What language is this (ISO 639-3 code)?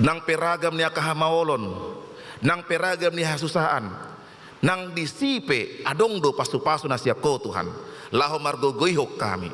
bbc